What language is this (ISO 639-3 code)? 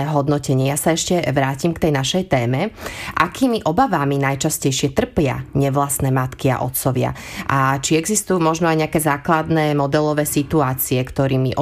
slk